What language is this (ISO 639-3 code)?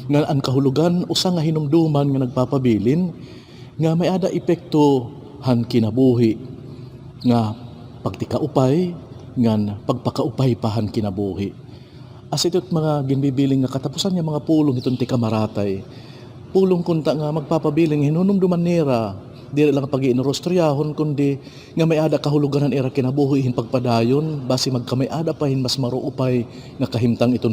war